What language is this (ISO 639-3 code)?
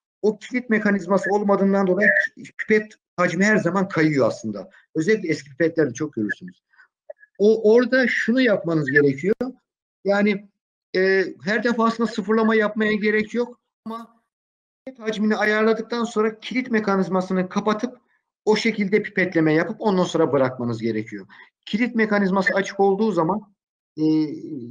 tur